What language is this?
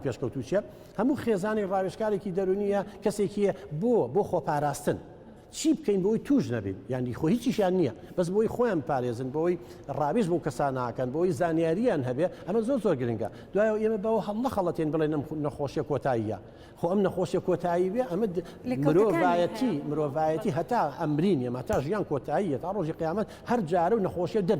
Central Kurdish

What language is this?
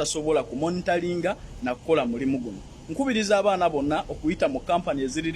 Ganda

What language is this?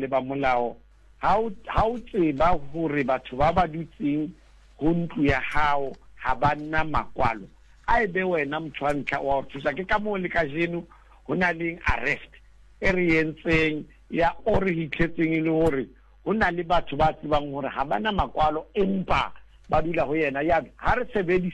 Southern Sotho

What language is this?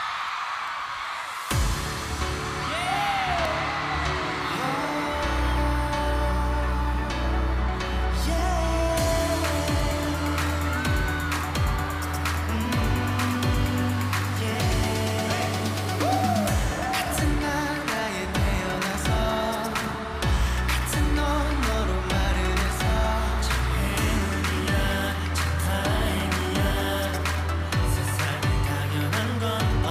Korean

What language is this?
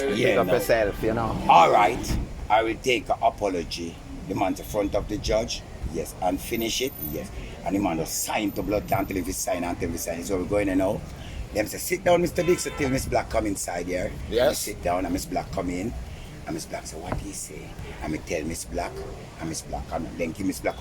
Jamaican Creole English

